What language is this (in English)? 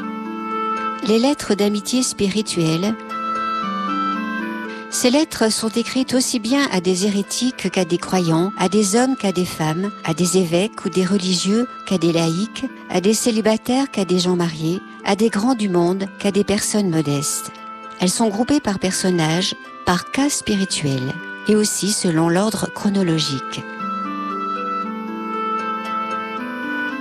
French